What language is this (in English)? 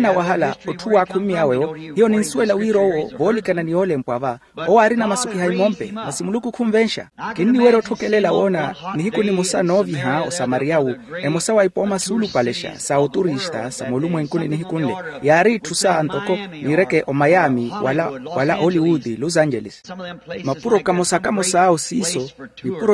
Makhuwa